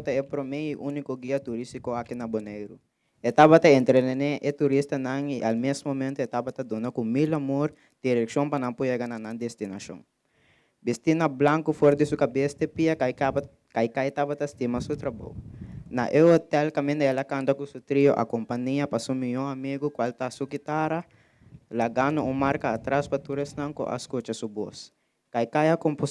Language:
Papiamento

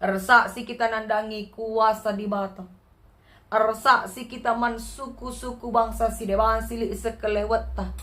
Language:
Batak Karo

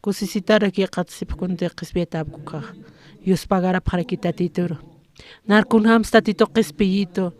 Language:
Aymara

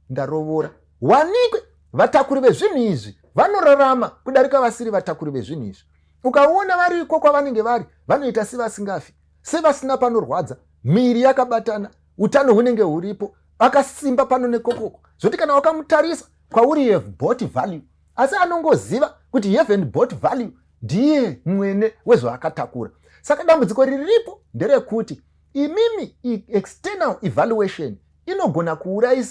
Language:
Shona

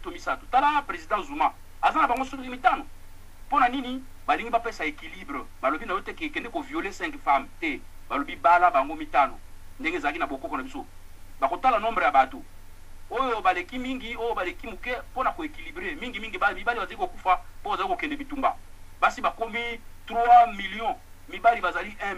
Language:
Lingala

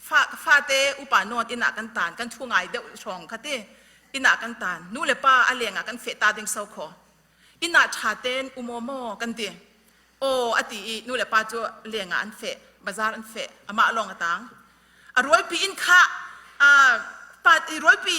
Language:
Falam Chin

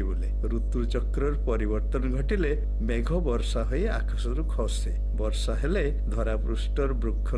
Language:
Odia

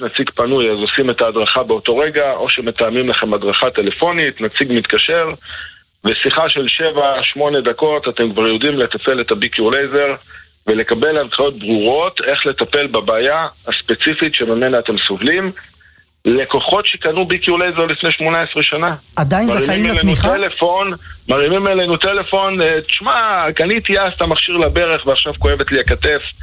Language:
Hebrew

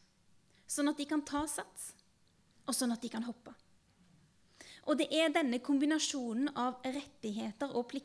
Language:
Norwegian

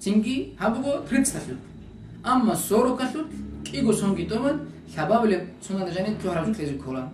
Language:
Avaric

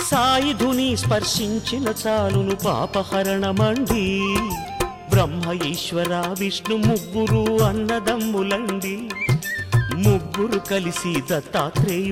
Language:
Telugu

